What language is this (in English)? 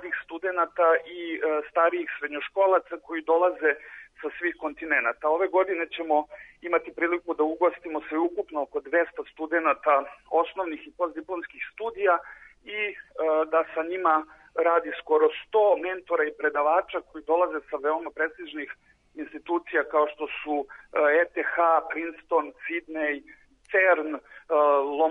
Serbian